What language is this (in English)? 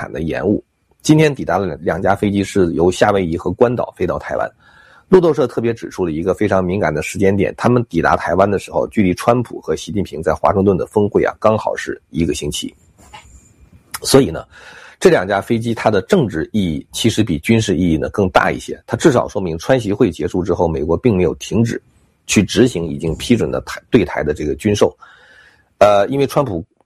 Chinese